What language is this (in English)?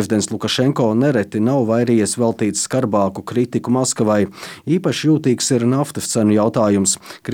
Latvian